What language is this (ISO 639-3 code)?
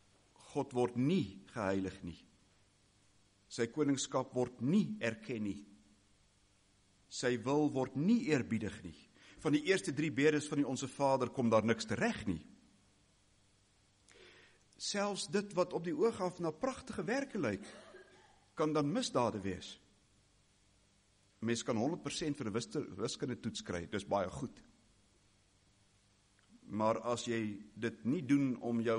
afr